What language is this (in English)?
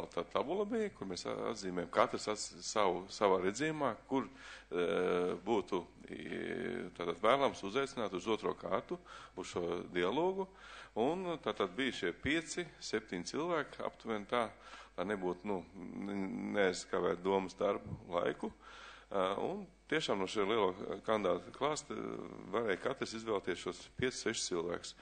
Latvian